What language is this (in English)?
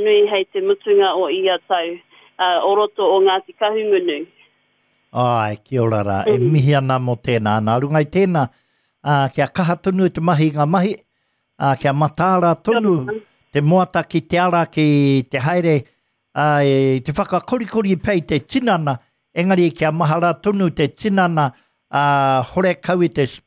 Māori